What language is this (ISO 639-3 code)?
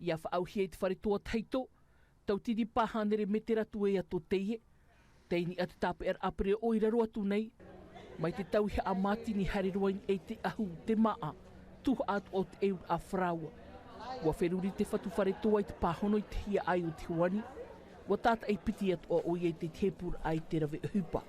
tah